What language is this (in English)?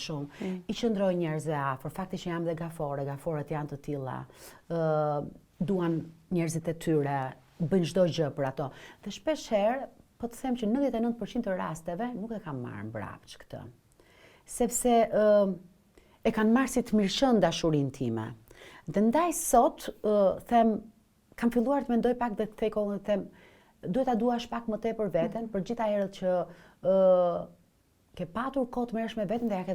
Albanian